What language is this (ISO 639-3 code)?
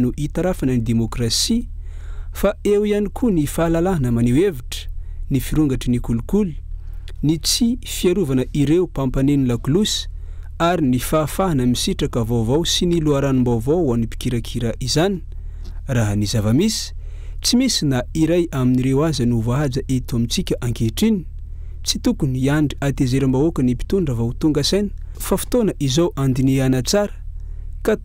mlg